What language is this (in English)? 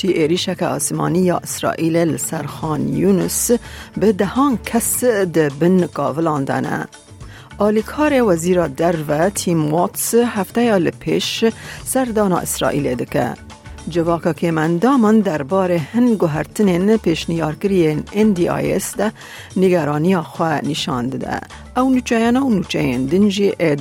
Kurdish